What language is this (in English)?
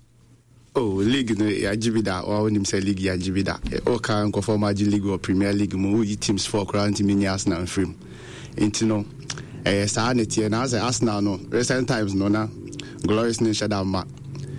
Akan